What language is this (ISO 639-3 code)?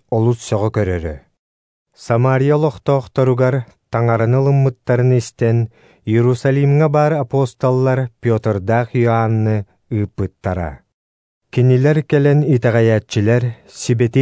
sah